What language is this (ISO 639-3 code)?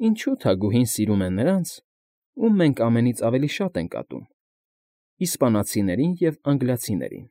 hye